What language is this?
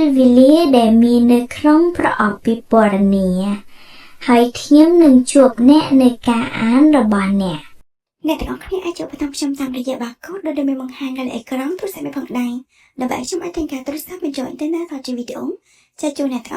Khmer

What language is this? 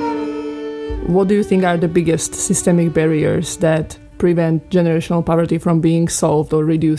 English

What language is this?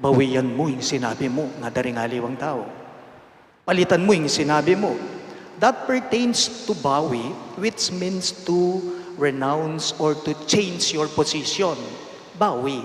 Pampanga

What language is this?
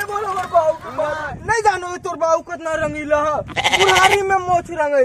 Magahi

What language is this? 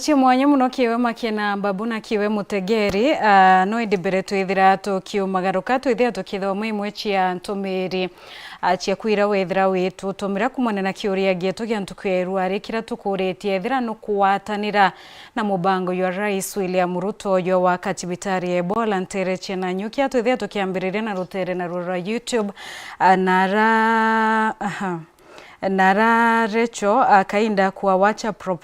Meru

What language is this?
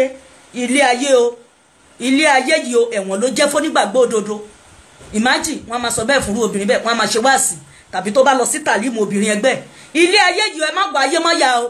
Yoruba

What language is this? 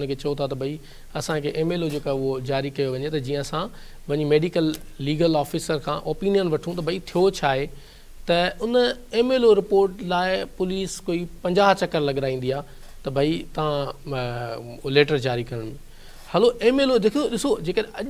Sindhi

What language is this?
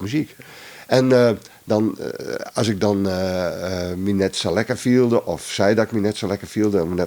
Western Frisian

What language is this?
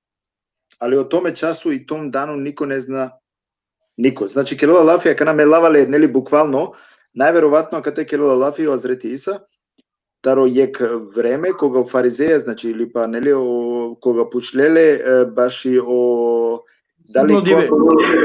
Balkan Romani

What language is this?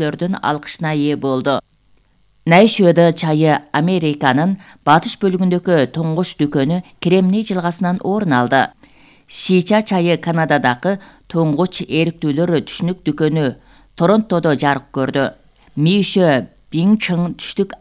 Kyrgyz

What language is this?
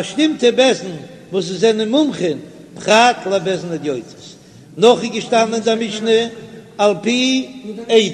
Yiddish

